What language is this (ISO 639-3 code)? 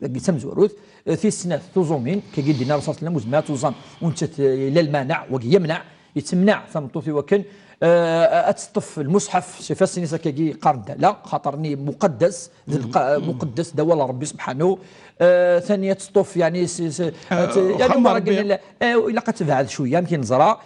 kab